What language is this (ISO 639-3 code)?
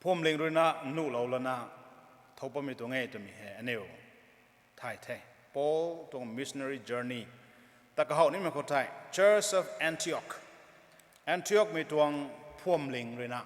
nbu